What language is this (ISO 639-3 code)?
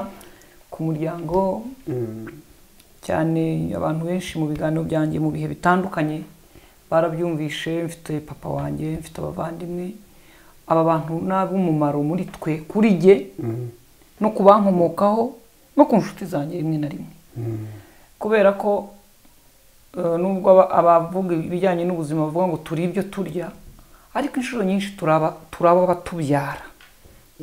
kin